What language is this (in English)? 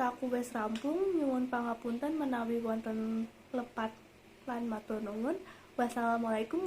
Javanese